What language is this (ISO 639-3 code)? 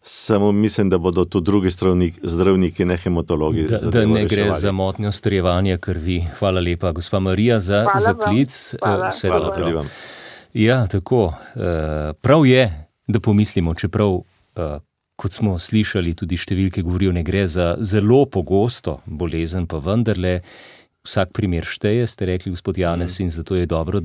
slv